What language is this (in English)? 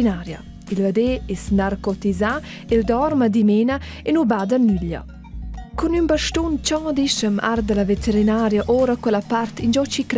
Romansh